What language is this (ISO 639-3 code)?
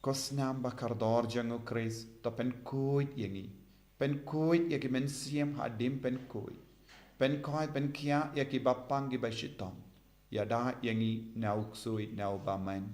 kha